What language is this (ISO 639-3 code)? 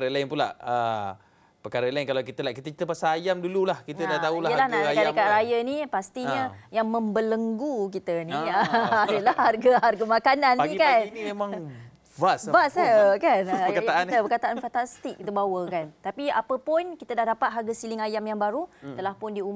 msa